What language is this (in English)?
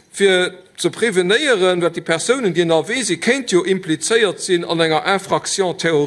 Luxembourgish